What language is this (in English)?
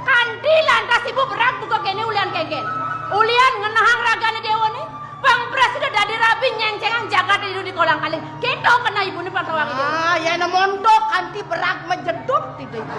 Balinese